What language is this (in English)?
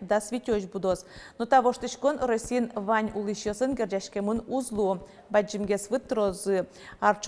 Udmurt